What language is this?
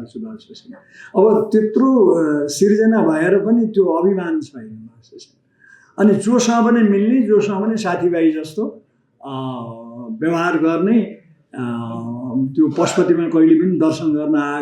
Nepali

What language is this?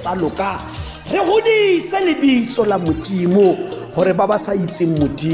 Tswana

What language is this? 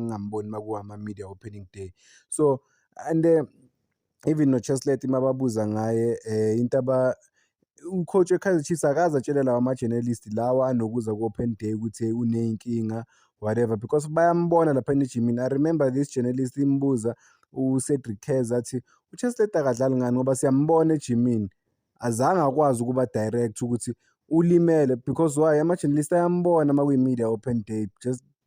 Zulu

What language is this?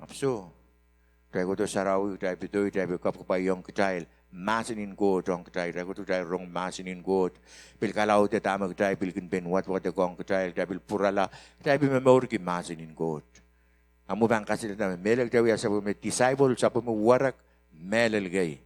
Pohnpeian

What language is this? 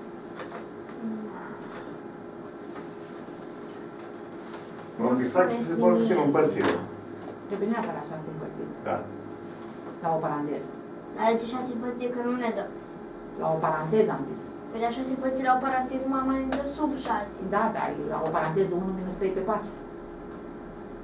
Romanian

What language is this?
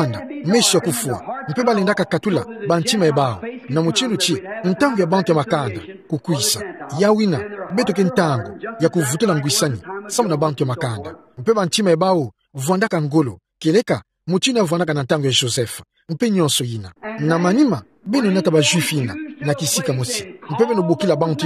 Kituba (Democratic Republic of Congo)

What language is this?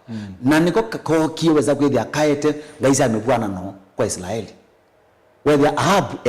Kamba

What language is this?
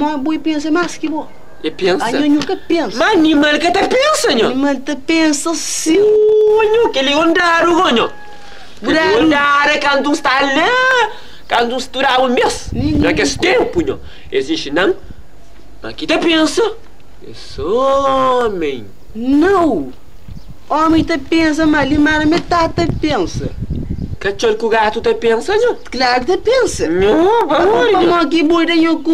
Kabuverdianu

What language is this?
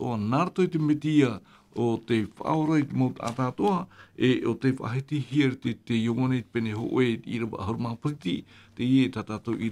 Tahitian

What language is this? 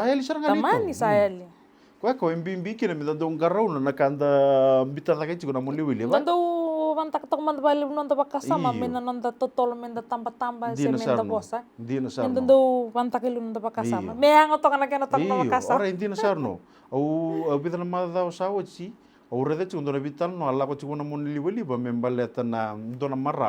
Fijian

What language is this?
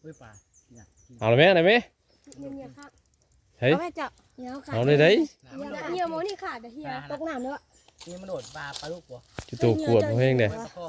Northeastern Thai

